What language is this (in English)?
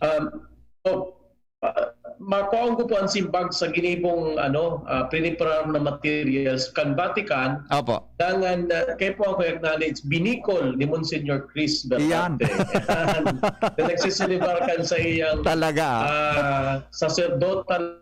Bikol